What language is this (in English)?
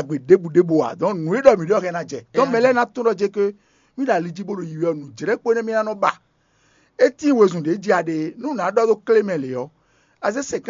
Fon